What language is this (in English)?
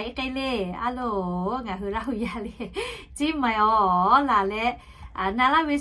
Lahu